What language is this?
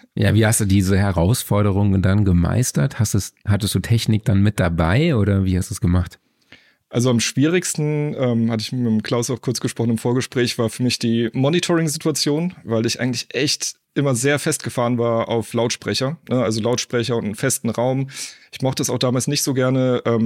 German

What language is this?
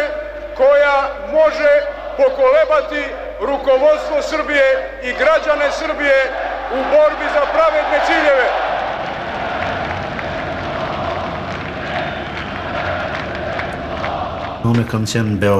Serbian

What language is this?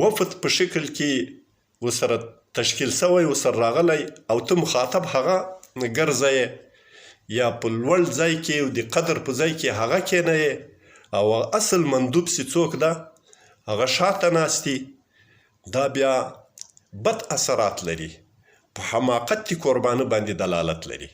Pashto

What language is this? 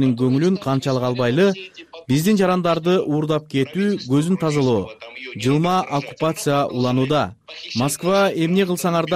Kyrgyz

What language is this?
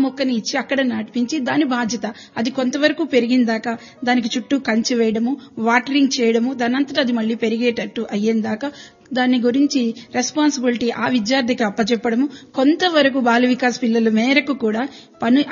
Telugu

